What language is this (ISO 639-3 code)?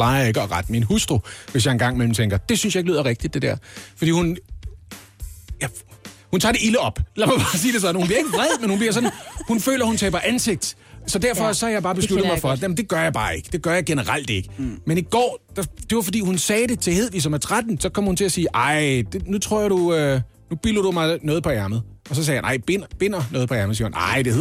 dan